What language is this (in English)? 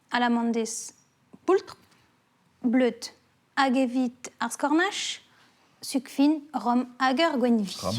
Breton